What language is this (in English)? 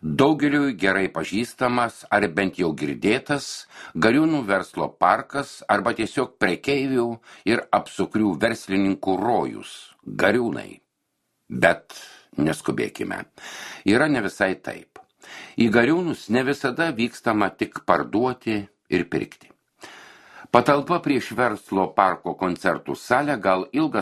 Lithuanian